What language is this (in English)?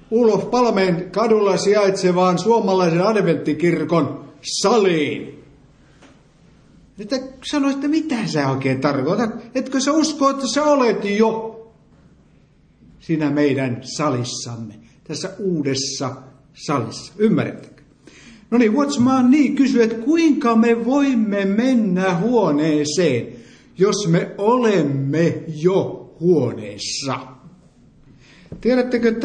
Finnish